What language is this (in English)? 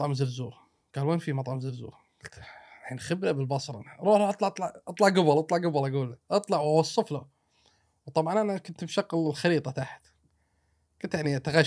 Gulf Arabic